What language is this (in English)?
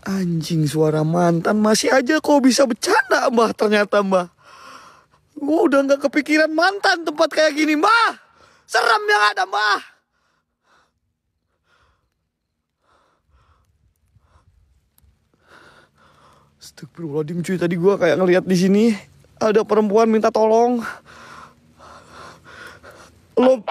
Indonesian